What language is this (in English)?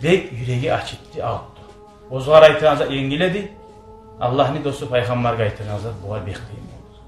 Kumyk